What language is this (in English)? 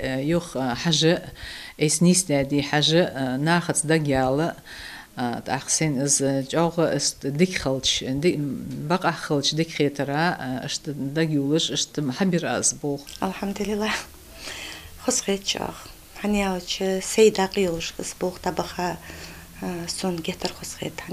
Ingush